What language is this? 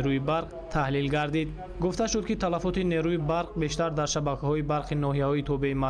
Tajik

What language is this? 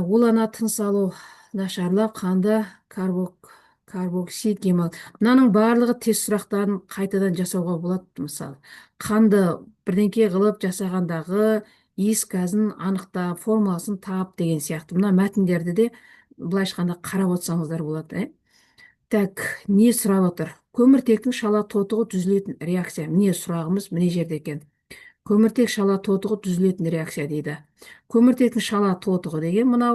Kazakh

